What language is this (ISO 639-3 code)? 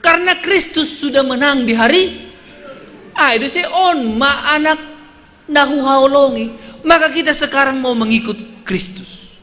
bts